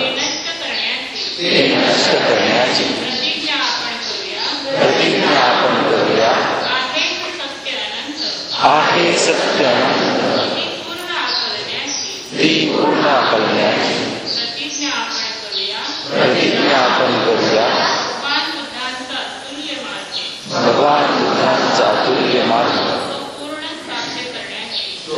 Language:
Marathi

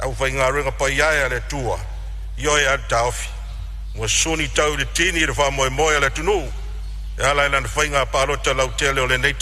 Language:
Samoan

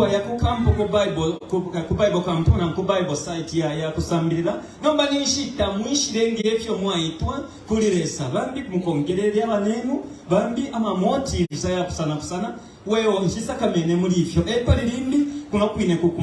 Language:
Bemba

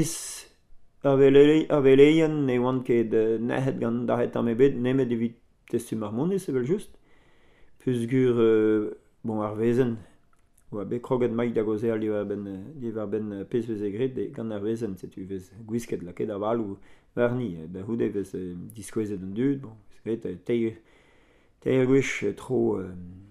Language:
Breton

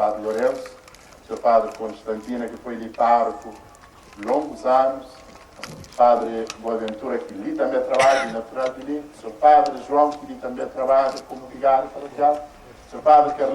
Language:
Kabuverdianu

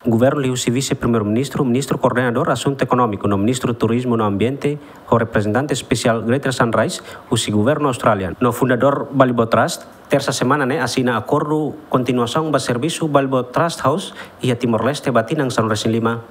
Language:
Tetum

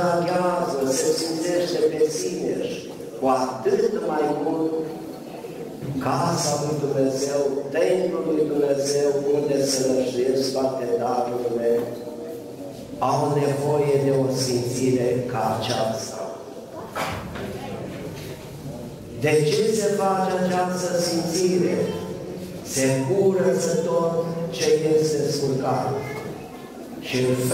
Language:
Romanian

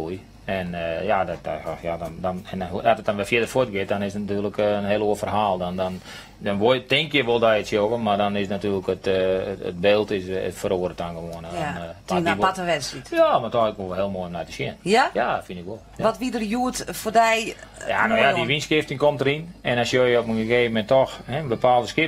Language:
Western Frisian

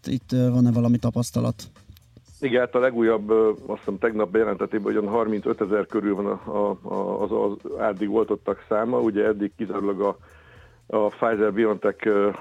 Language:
Hungarian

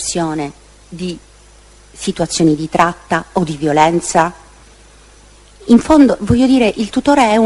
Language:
Italian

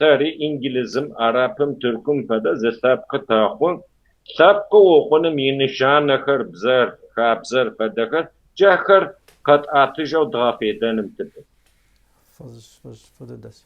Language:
Kabardian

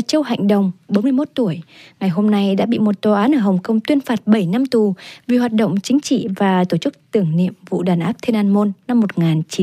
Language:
Vietnamese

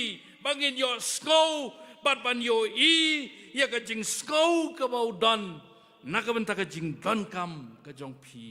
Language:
Khasi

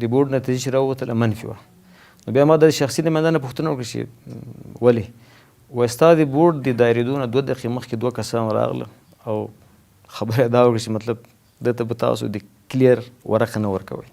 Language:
Pashto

